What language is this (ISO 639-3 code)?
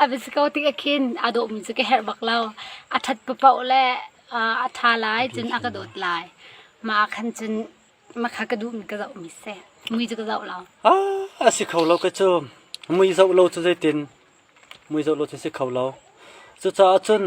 cnh